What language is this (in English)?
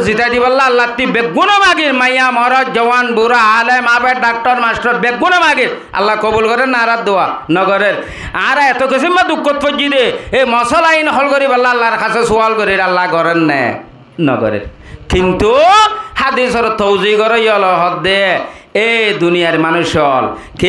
Rohingya